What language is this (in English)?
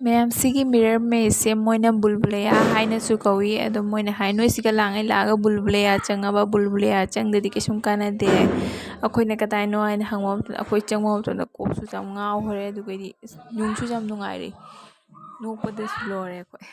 Manipuri